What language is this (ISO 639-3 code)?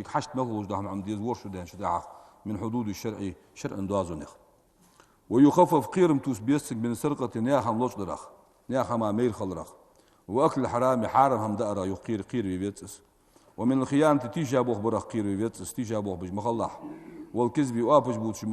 inh